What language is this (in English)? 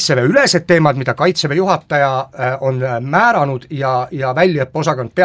Estonian